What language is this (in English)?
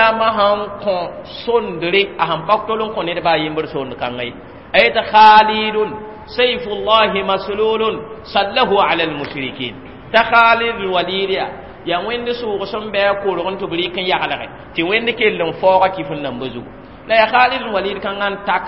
Mossi